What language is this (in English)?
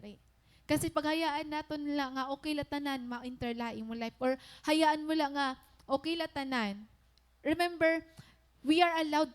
Waray